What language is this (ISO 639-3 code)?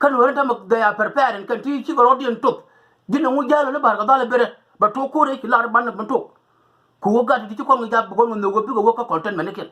nus